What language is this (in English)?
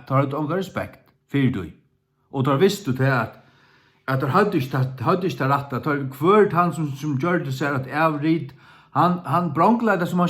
Faroese